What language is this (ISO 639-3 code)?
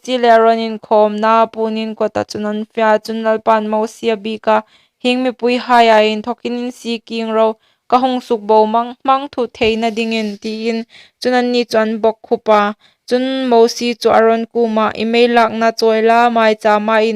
hmr